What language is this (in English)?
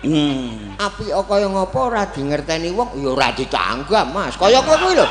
Javanese